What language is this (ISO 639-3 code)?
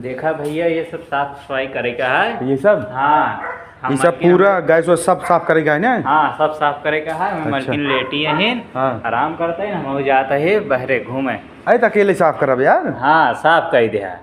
awa